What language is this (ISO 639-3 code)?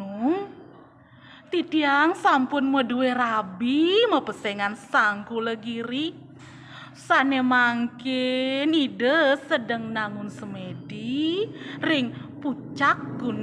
ban